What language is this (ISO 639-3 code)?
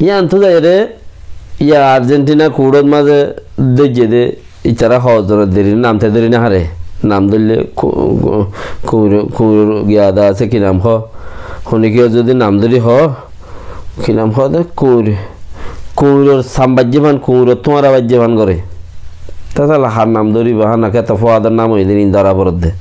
rhg